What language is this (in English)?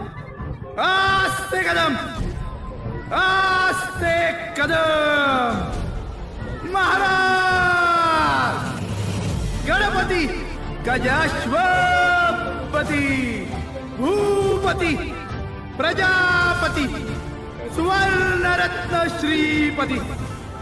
Marathi